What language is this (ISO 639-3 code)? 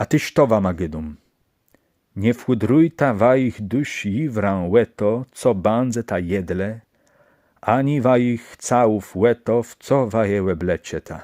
csb